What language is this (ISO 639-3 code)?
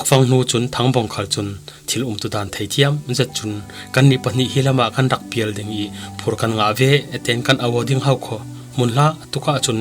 cfm